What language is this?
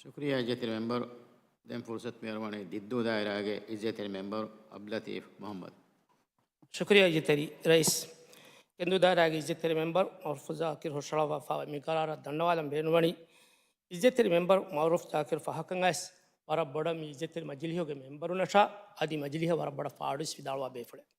Divehi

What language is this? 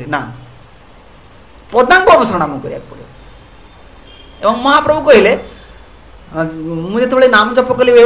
Odia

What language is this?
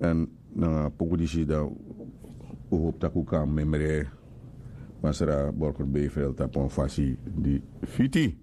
Sranan Tongo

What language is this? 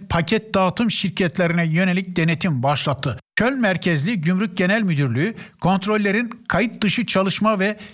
Turkish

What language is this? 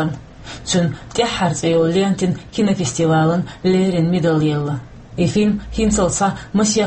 Chechen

